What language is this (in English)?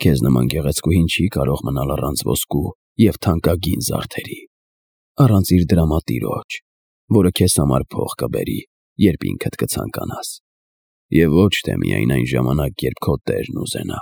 Armenian